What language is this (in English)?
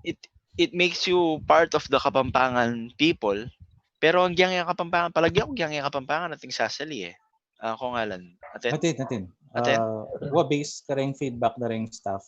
Pampanga